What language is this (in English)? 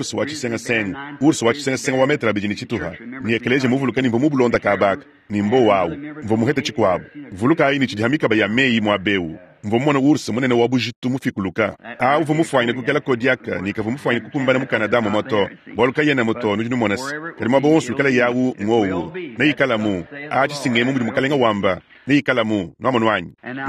Luba-Lulua